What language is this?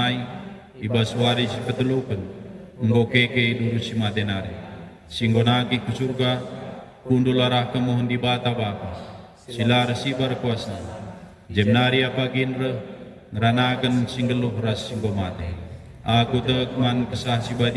Batak Karo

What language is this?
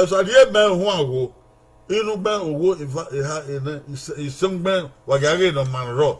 Bini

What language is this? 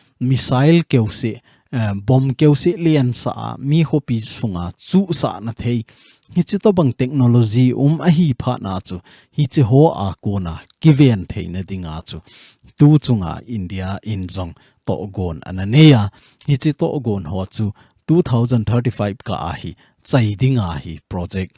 Thado Chin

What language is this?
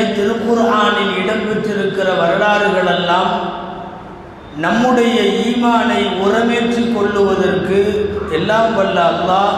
Tamil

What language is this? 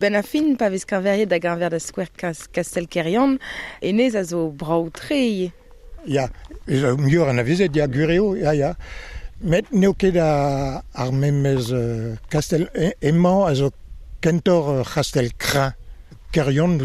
Breton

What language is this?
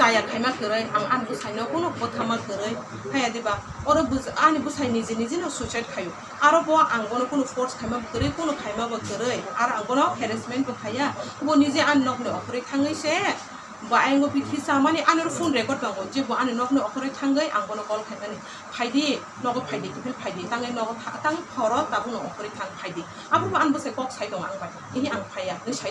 Kok Borok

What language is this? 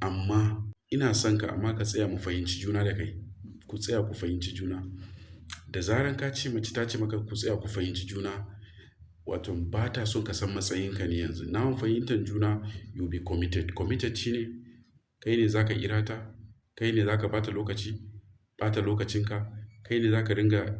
Hausa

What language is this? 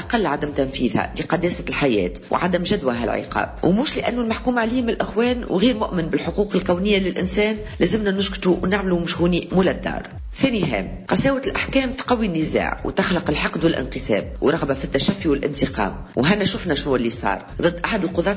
Tunisian Arabic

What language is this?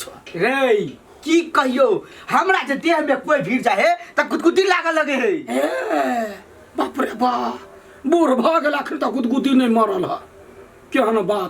Maithili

